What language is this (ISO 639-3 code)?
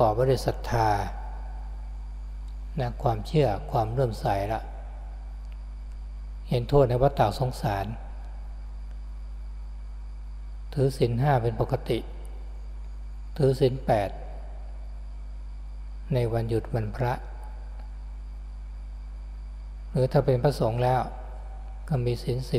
tha